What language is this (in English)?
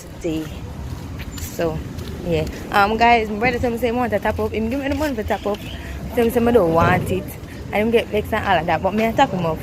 Jamaican Creole English